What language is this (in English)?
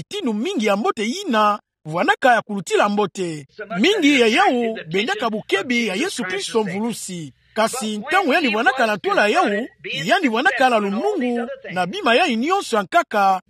Kituba (Democratic Republic of Congo)